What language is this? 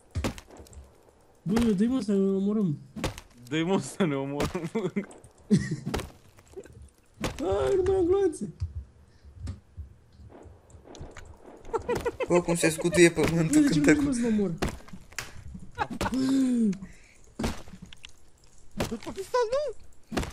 Romanian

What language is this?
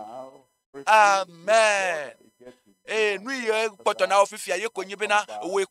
Ewe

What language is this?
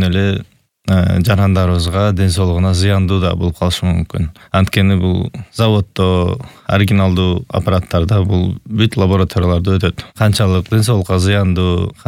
Kyrgyz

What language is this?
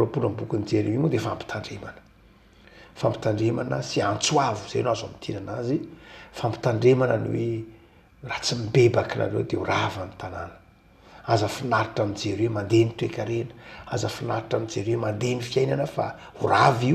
Malagasy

